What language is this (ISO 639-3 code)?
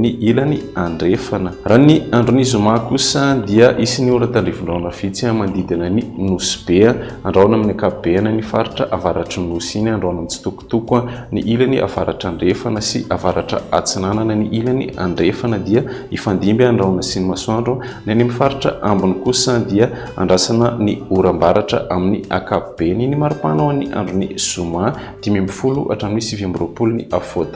mlg